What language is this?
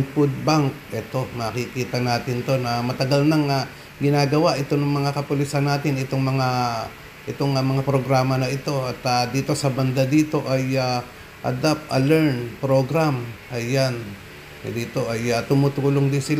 Filipino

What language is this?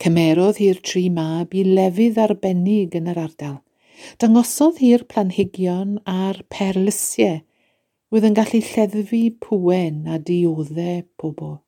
Welsh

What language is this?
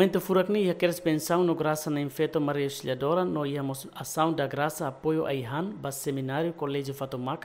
Tetum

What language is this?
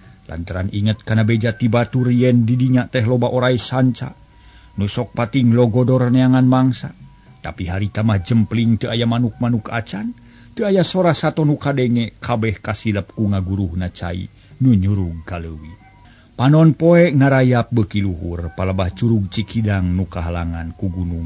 Sundanese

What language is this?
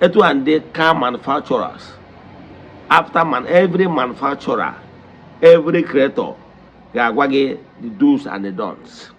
Igbo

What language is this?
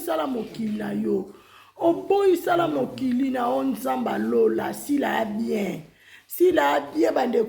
Lingala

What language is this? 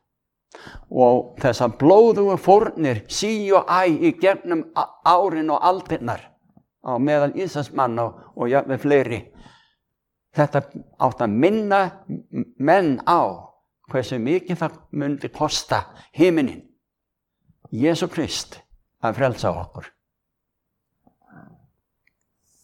Icelandic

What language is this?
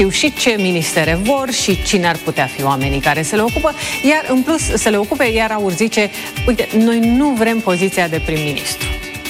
Romanian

